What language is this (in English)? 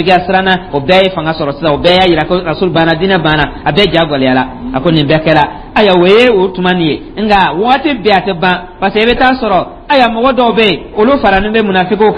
Dyula